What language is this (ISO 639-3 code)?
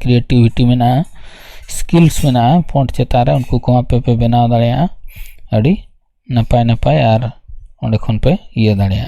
sat